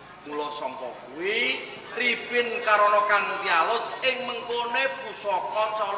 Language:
Javanese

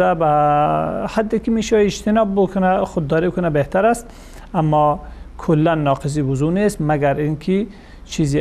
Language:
Persian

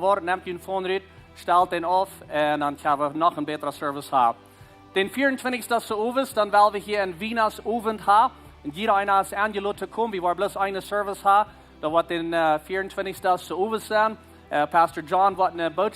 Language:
Plautdietsch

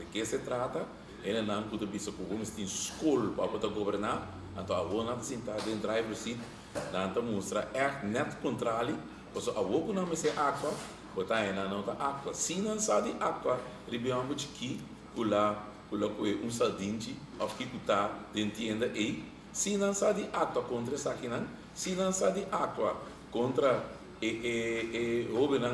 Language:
Papiamento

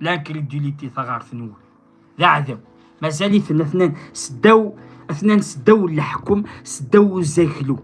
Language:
Kabyle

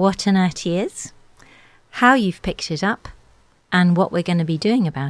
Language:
English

